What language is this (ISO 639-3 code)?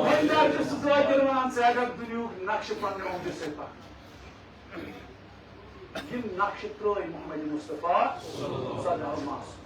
kas